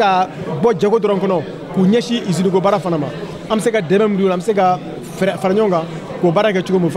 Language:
Bambara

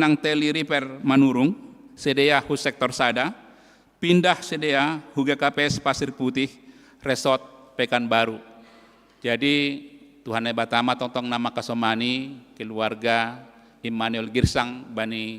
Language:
Batak Simalungun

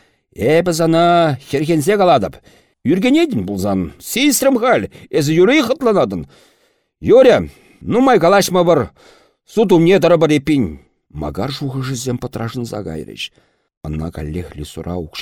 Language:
Chuvash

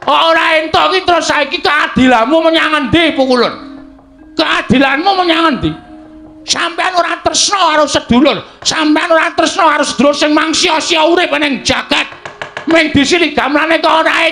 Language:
Javanese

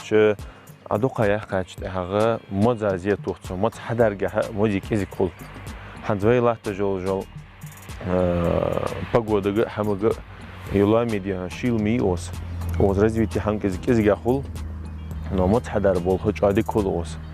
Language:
Ingush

